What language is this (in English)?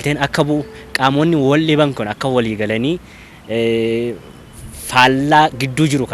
Oromo